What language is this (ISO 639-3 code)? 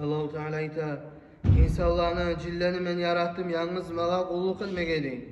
kum